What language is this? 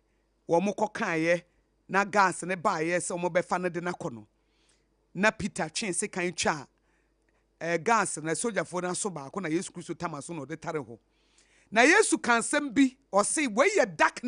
Akan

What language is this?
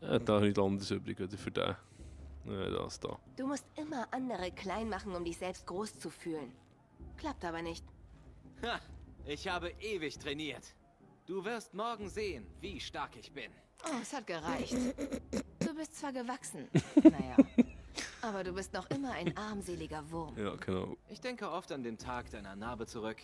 Swiss German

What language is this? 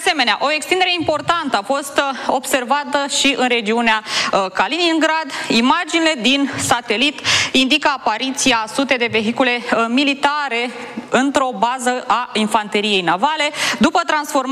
Romanian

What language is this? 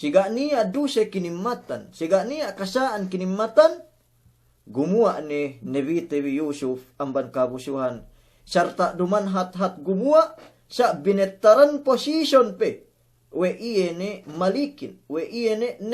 Yakan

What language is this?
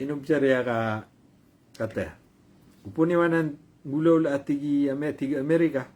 Maranao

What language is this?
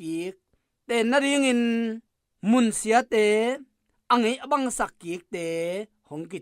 Tedim Chin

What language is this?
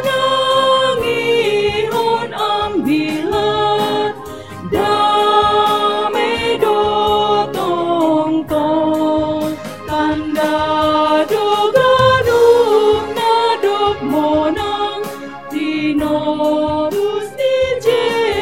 Batak Simalungun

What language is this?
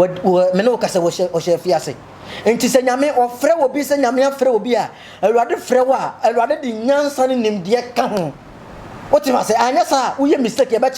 Akan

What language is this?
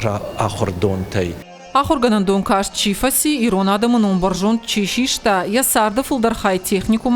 Ossetic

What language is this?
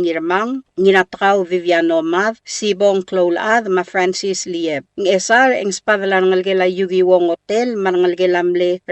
Palauan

